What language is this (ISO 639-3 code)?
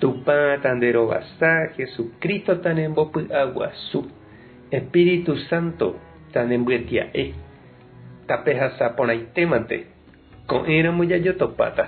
grn